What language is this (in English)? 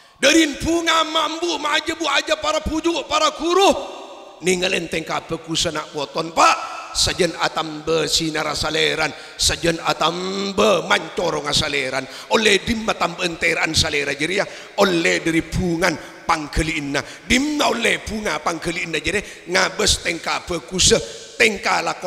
Madurese